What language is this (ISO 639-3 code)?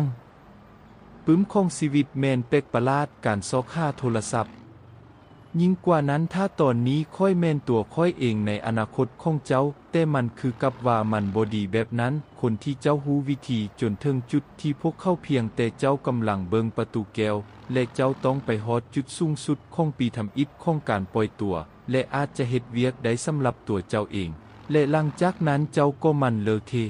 lao